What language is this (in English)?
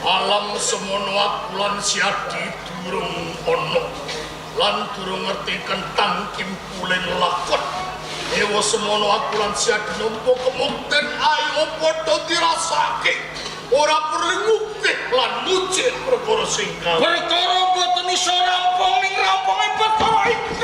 Javanese